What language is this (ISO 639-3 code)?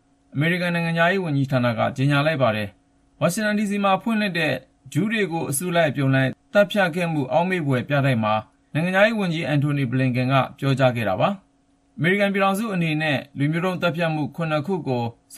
mya